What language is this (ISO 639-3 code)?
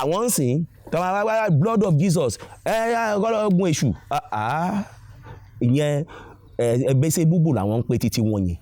yor